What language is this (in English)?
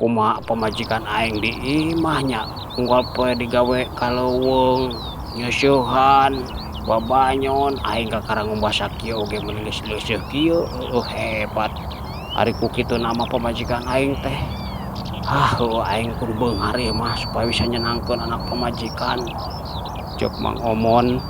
Sundanese